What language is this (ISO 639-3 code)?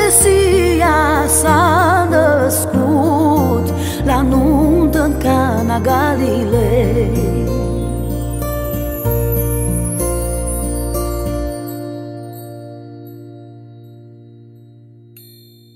ron